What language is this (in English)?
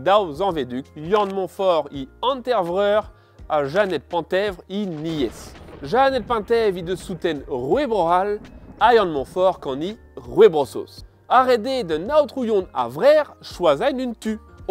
Breton